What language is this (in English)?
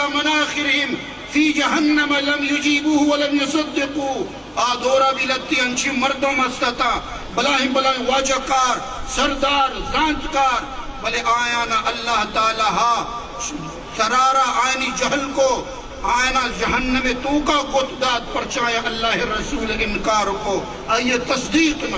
Eastern Balochi